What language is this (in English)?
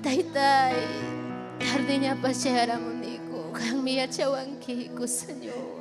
Ayacucho Quechua